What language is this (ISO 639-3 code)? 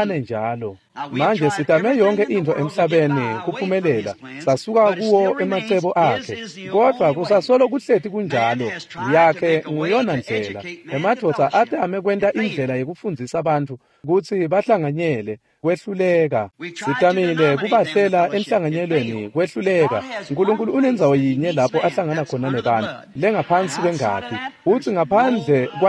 ssw